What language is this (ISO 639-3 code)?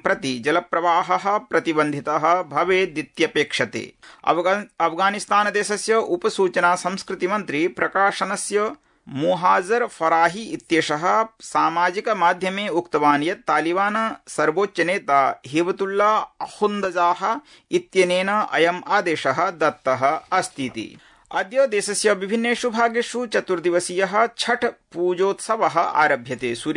san